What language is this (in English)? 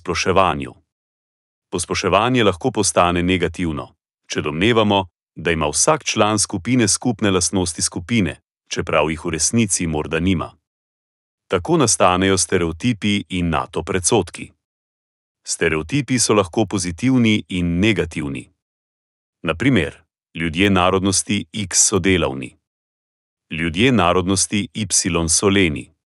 Slovenian